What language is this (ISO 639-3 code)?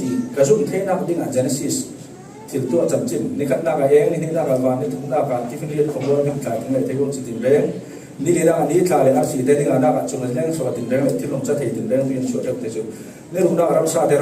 cfm